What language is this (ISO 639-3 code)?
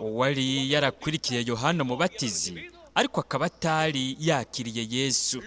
run